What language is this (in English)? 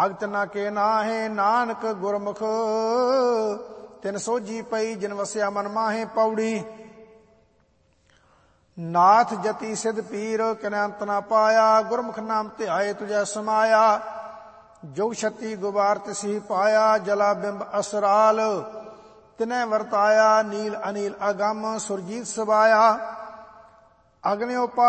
Punjabi